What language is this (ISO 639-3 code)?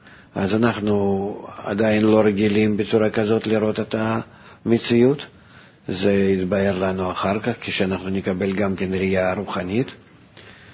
heb